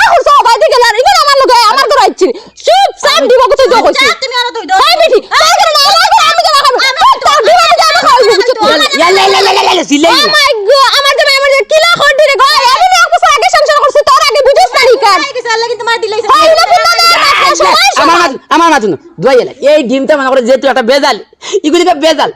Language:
Sylheti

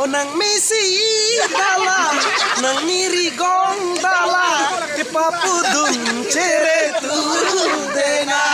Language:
Karbi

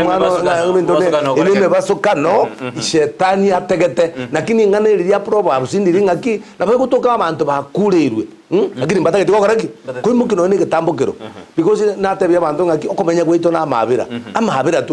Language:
Gusii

